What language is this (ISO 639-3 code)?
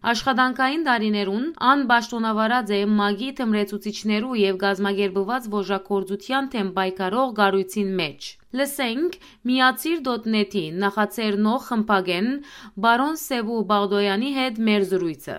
hyw